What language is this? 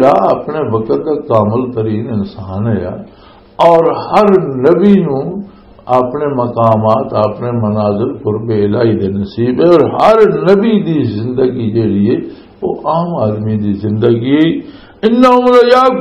Western Panjabi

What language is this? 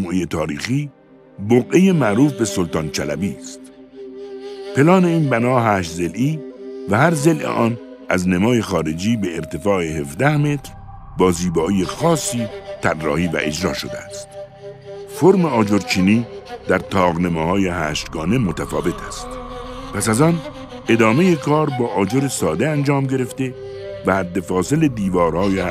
Persian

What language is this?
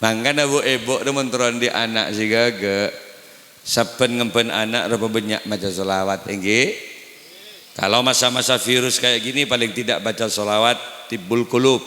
Madurese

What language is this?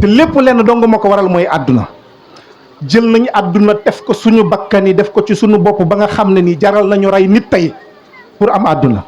Wolof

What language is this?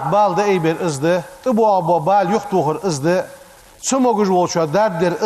Ingush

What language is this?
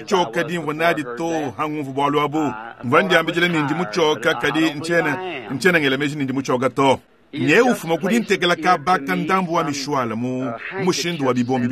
Luba-Lulua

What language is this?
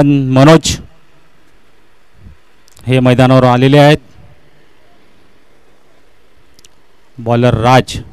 Marathi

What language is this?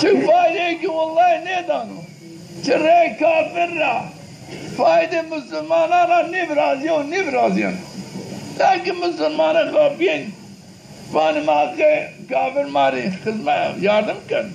Zaza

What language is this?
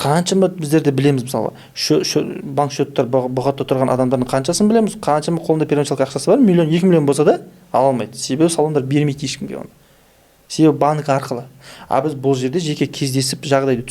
Kazakh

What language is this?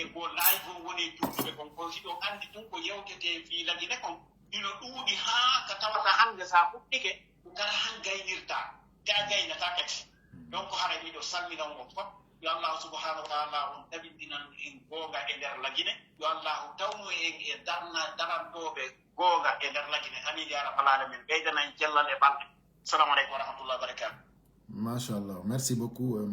Pular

